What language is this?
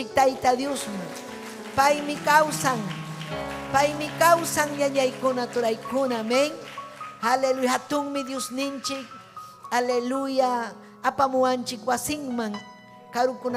Ayacucho Quechua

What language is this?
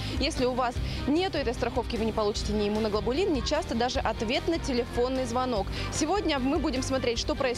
Russian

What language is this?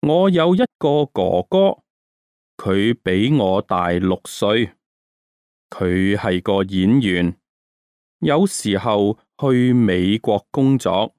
Cantonese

